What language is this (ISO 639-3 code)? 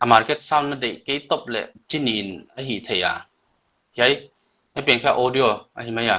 pck